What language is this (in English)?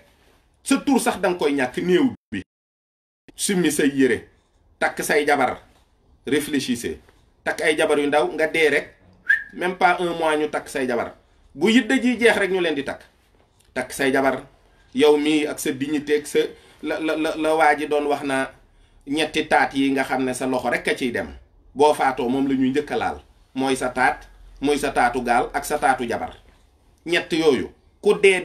Wolof